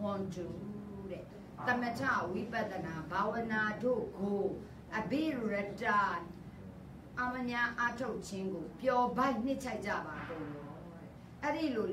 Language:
Burmese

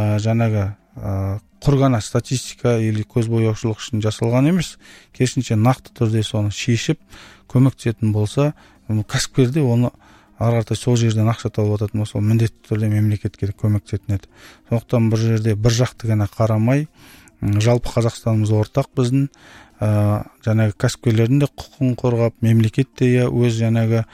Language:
Kazakh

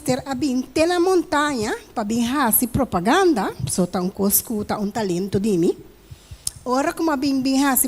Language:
Papiamento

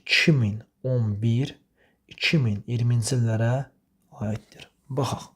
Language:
Azerbaijani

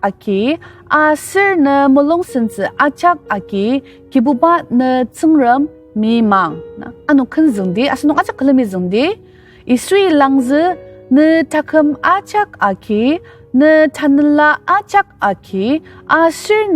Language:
Ao Naga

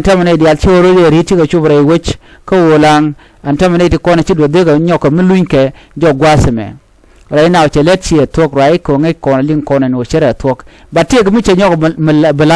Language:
Nuer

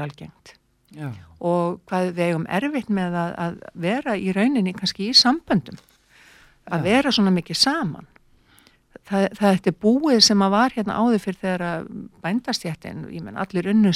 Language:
Icelandic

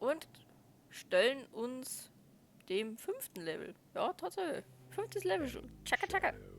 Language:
Bavarian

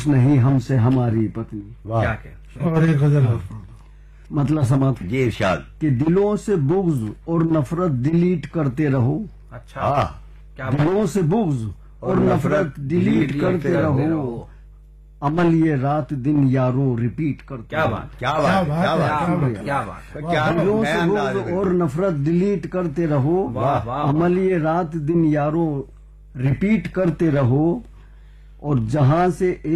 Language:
Urdu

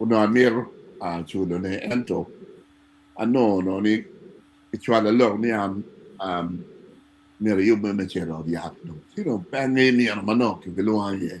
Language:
Acoli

